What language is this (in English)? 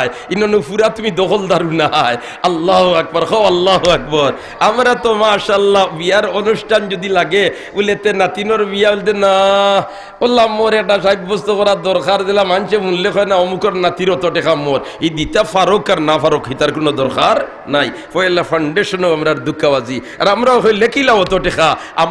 Sylheti